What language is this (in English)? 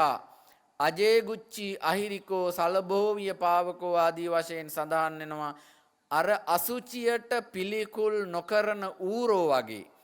Sinhala